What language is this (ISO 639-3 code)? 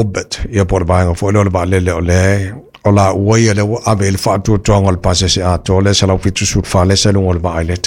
smo